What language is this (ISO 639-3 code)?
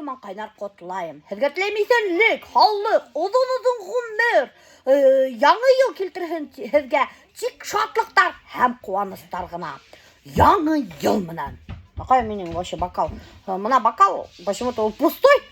bak